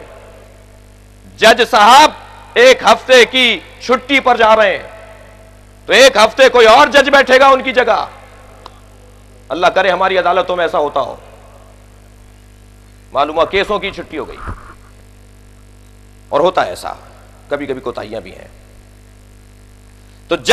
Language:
Urdu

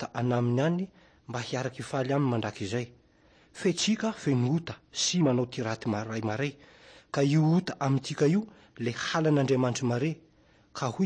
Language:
Malagasy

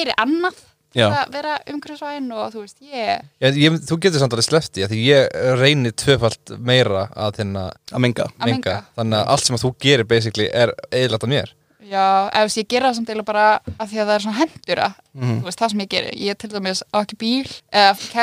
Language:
Icelandic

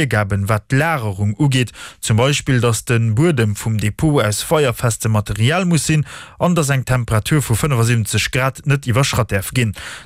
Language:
Luxembourgish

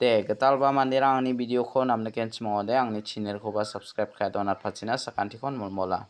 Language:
Garo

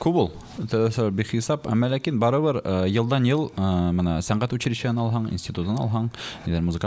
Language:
Bashkir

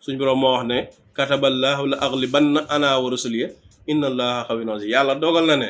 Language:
Wolof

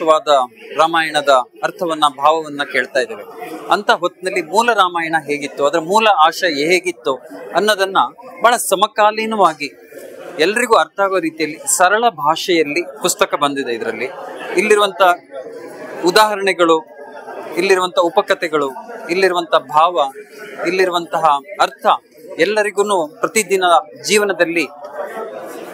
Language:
Kannada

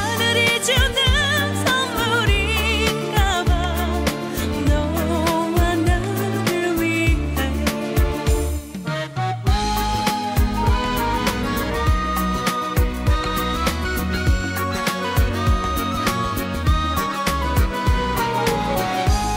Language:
Korean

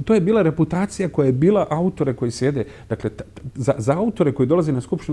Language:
Bosnian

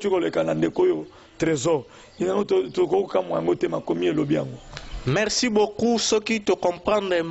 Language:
Lingala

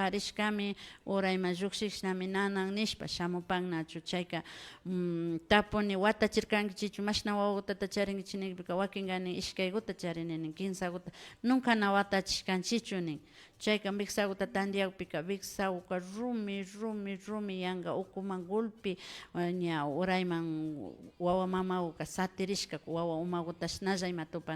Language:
Imbabura Highland Quichua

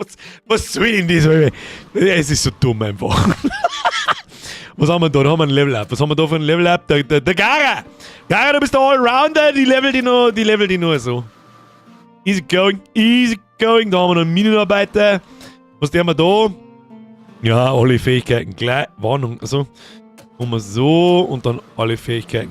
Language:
Bavarian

